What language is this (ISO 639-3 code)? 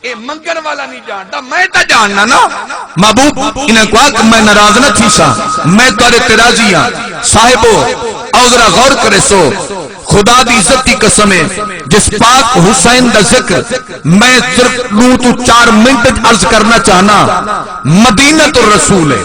skr